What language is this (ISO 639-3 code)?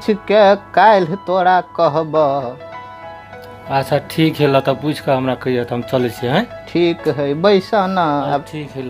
mai